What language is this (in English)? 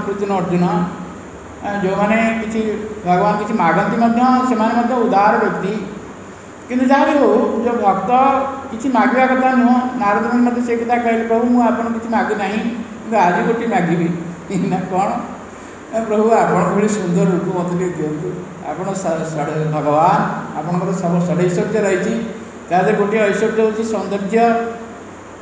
Odia